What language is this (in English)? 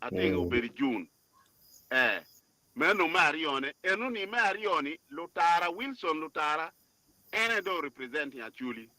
Acoli